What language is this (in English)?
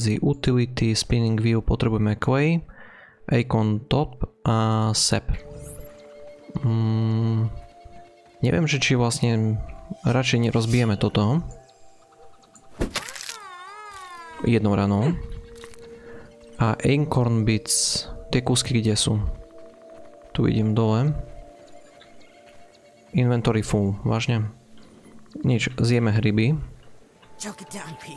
Slovak